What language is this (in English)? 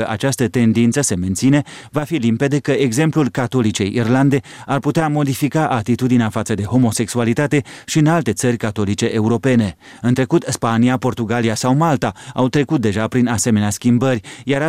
Romanian